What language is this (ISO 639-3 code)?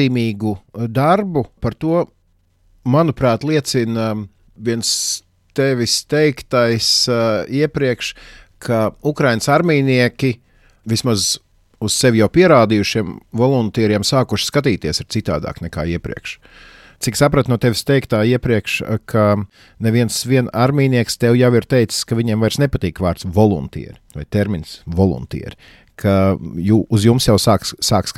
lav